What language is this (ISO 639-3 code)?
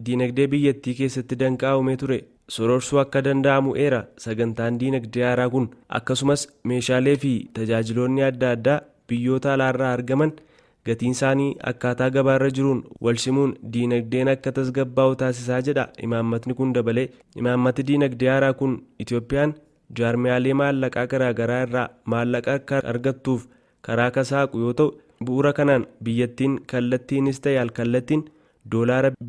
orm